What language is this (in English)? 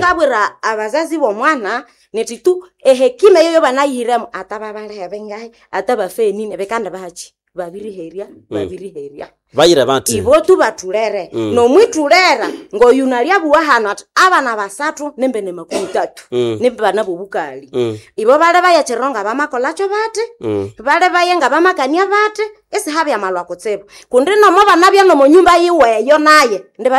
Nande